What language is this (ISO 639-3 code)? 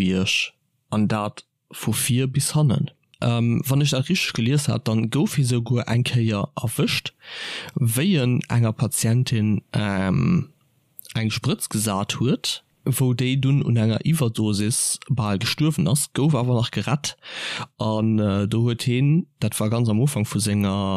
ltz